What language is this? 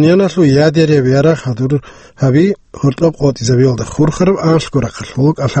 Avaric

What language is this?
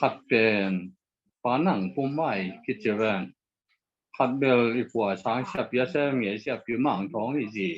Tedim Chin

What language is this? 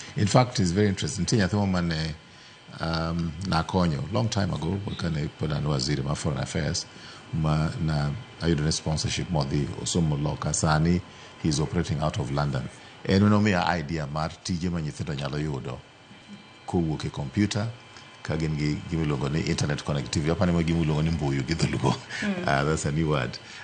Luo (Kenya and Tanzania)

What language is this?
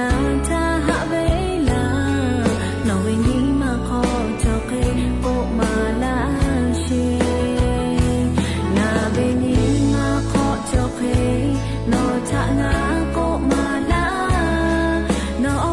Lahu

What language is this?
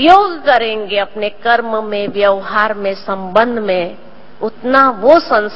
Hindi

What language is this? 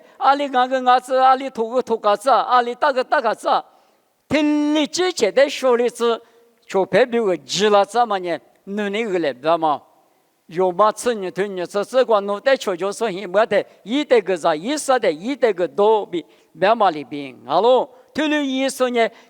Lisu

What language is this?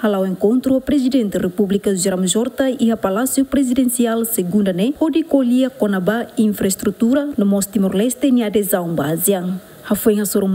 Tetum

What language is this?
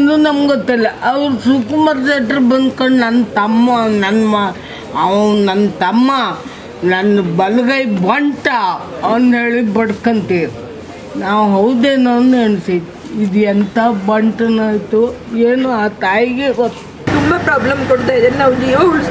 Kannada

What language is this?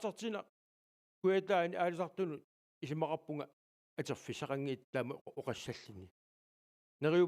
Kalaallisut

